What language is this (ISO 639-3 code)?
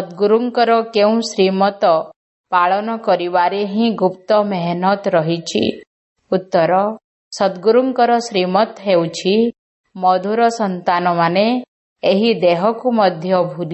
ori